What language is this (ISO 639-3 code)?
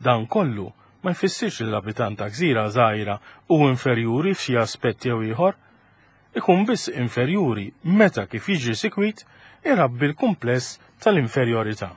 mlt